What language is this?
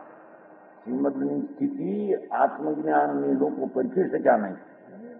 Gujarati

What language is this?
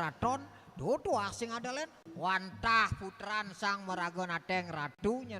Balinese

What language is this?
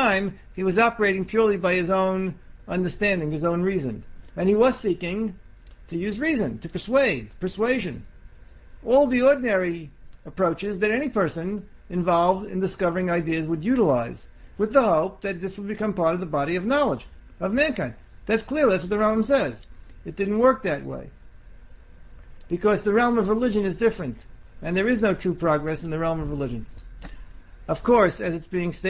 English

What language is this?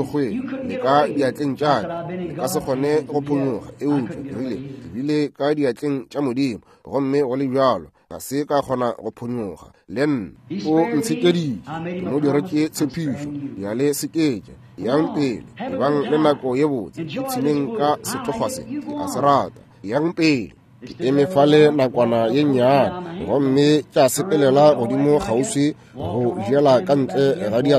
Northern Sotho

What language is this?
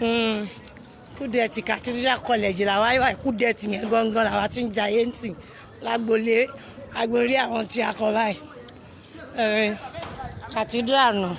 Yoruba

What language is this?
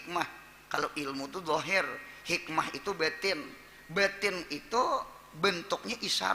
Banjar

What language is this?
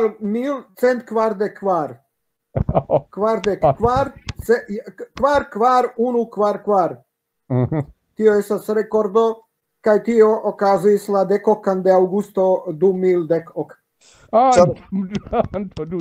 Esperanto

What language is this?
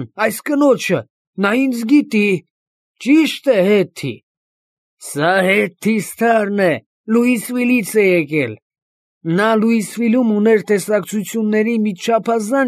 Armenian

